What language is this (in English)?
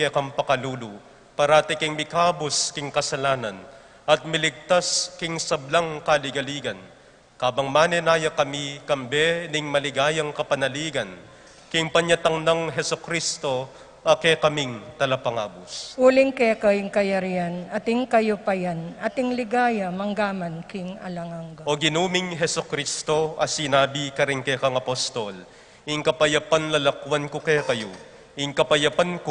Pampanga